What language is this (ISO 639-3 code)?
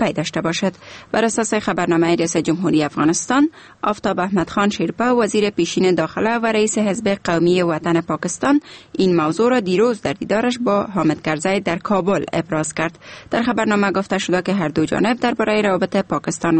fas